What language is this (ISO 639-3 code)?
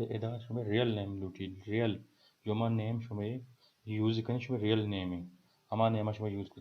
bal